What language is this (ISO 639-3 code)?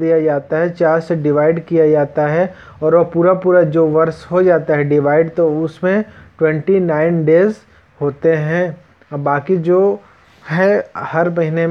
hin